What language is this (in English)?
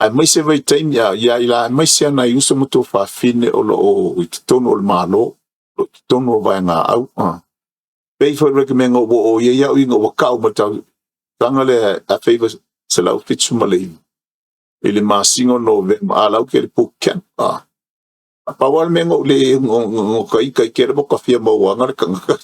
Samoan